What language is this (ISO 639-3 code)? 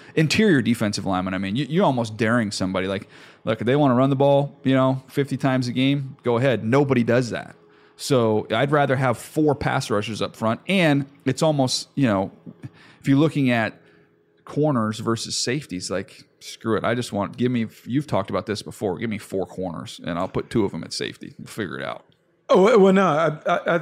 eng